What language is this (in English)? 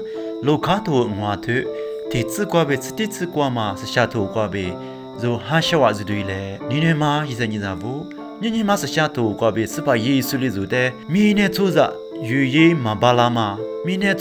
Lisu